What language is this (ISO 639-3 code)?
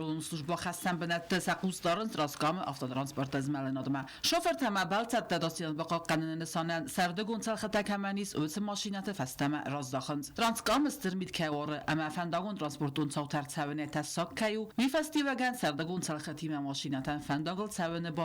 oss